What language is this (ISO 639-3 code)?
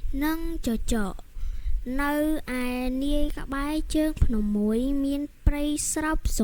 khm